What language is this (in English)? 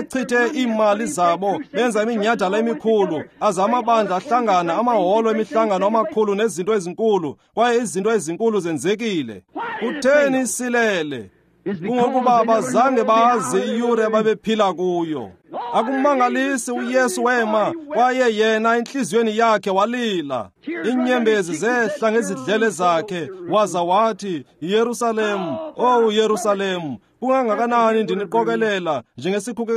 Xhosa